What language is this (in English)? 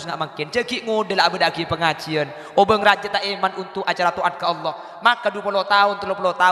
Madurese